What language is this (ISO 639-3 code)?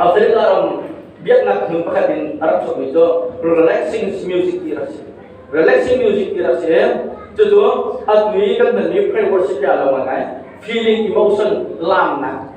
cnh